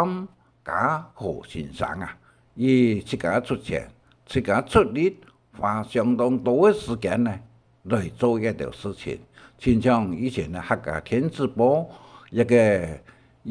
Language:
Hakka Chinese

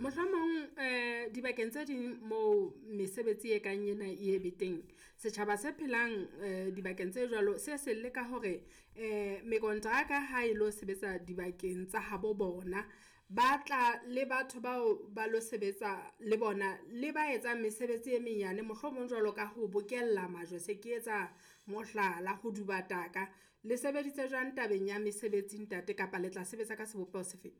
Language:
Southern Sotho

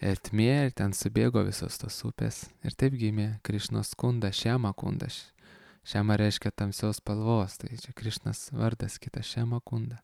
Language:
Lithuanian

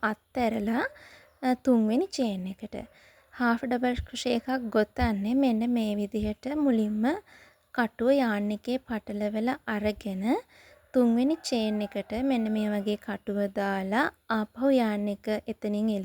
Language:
Sinhala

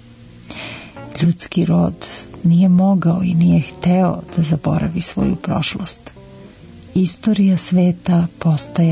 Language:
Serbian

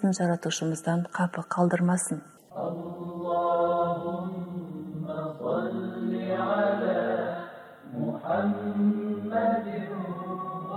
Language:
Kazakh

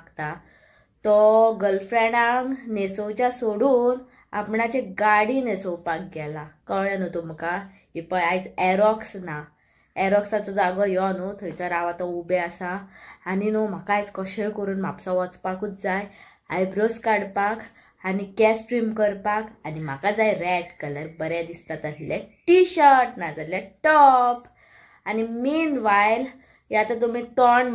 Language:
Konkani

